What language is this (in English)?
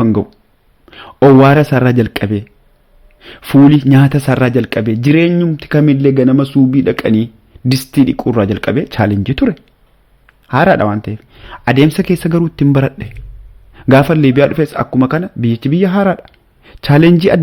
Oromo